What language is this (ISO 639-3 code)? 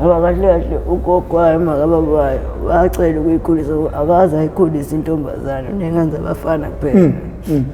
zul